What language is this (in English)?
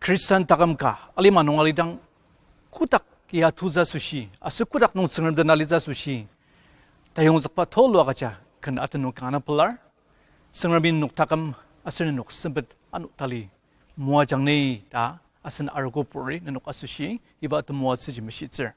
Ao Naga